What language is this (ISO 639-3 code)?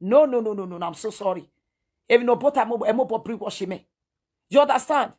pcm